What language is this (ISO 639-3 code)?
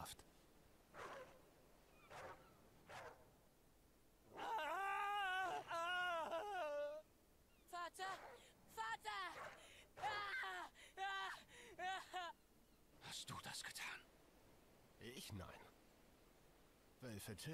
deu